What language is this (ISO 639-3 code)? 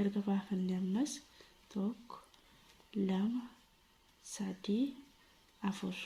orm